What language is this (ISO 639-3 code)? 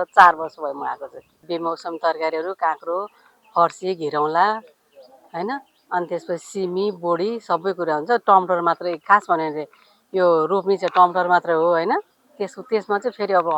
nep